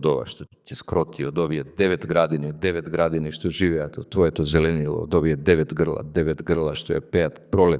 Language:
Macedonian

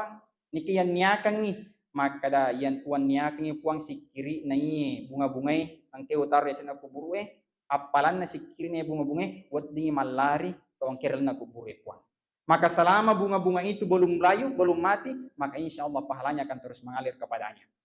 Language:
Buginese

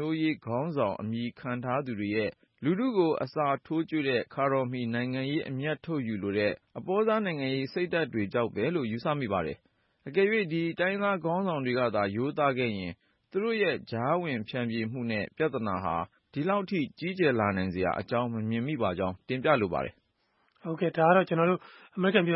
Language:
Burmese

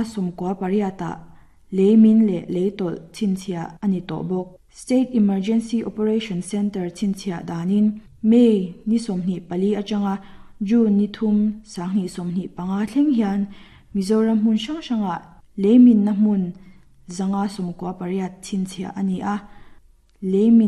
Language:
Mizo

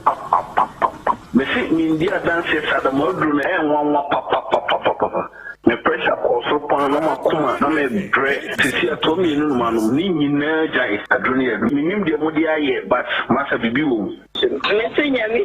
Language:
Akan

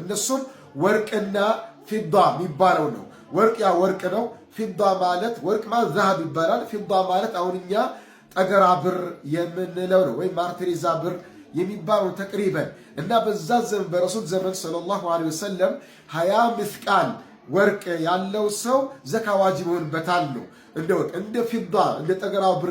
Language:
Amharic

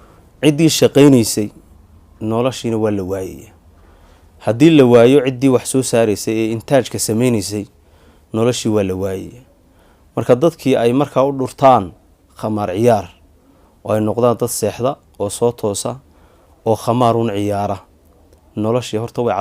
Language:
Somali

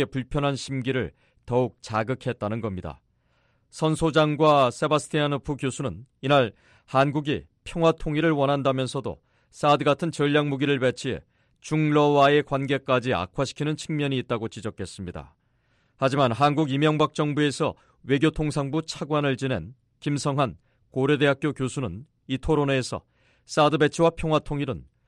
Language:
Korean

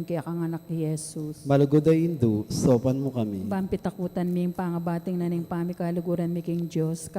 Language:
Pampanga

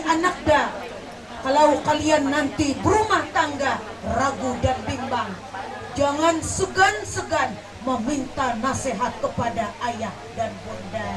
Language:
Banjar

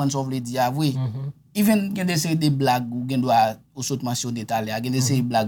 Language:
Haitian Creole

